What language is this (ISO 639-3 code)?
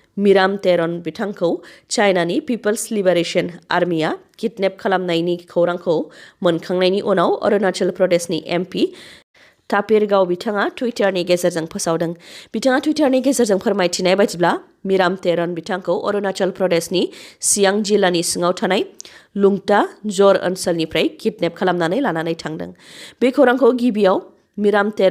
brx